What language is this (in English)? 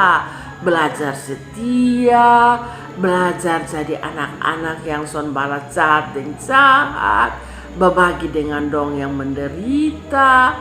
Kupang Malay